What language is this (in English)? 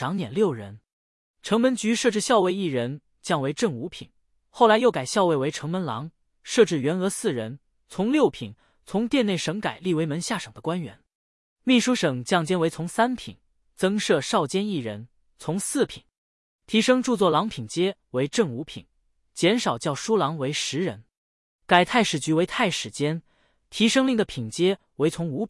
Chinese